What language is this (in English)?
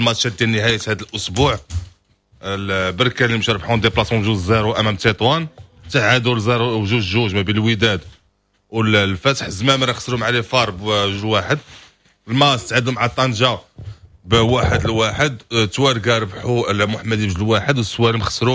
Moroccan Arabic